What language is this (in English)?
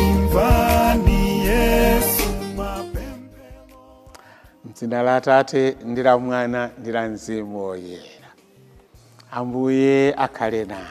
Nyanja